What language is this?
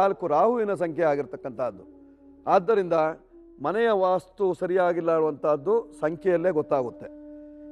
Kannada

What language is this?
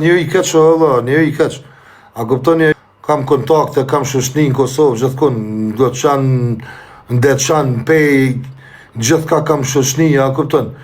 Albanian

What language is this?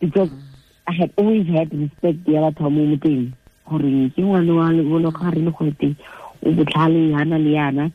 Tswana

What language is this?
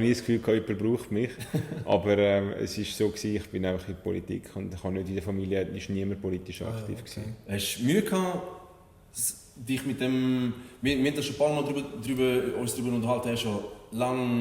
Swiss German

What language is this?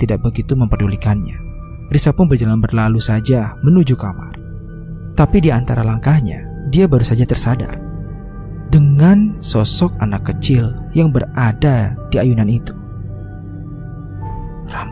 Indonesian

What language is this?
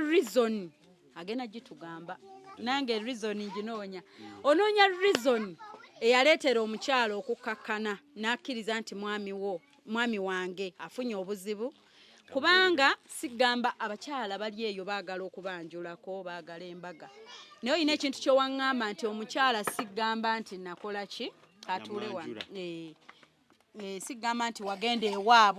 Ganda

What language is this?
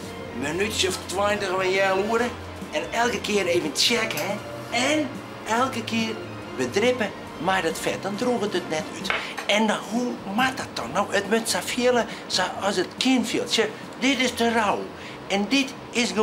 Western Frisian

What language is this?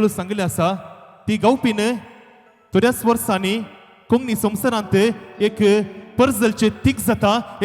Konkani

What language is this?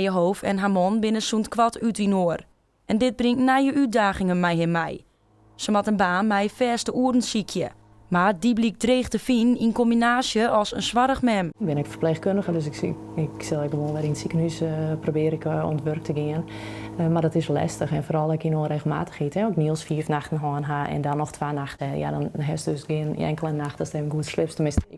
Western Frisian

